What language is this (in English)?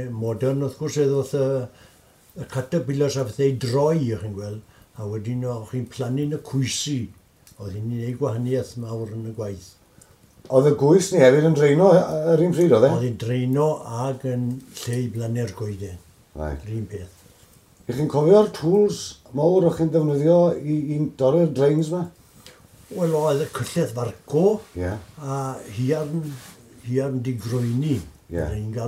Welsh